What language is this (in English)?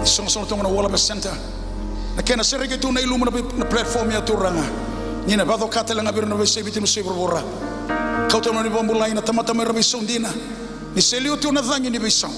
Fijian